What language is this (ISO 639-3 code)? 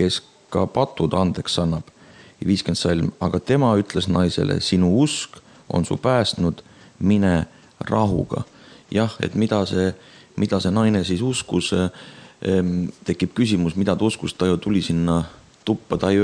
est